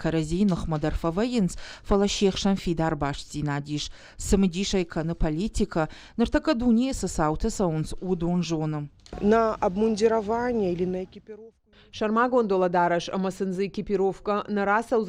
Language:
Ossetic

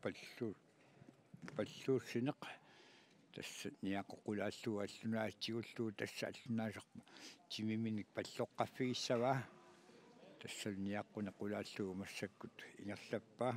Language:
Kalaallisut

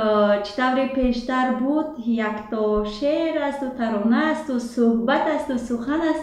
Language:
Tajik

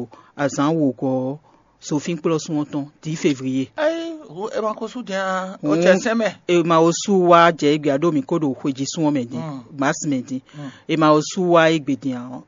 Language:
Fon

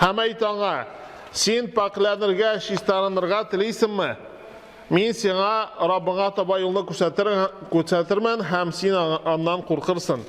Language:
Tatar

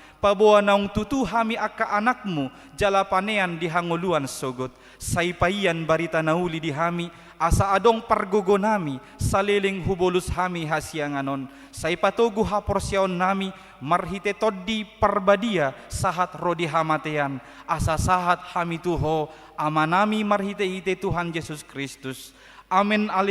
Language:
Batak Toba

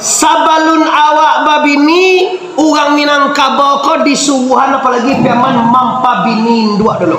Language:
Minangkabau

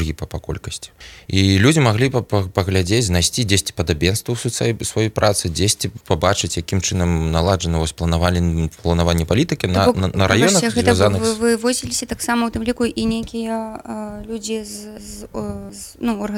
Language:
Belarusian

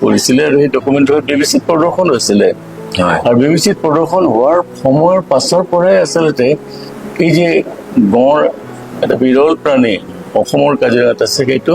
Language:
Assamese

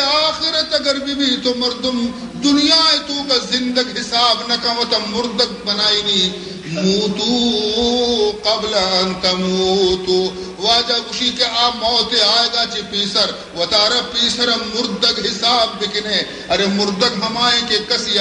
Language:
Baluchi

